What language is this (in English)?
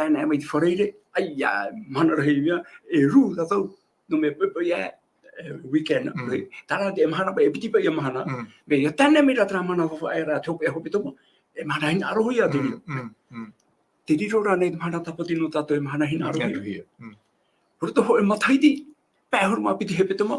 Tahitian